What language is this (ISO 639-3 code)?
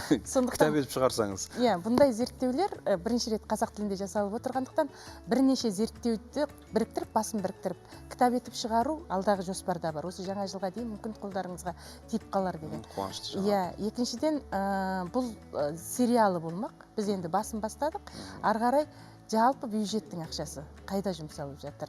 kaz